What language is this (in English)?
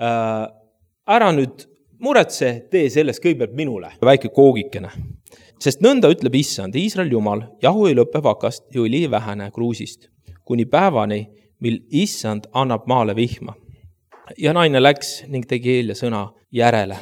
Estonian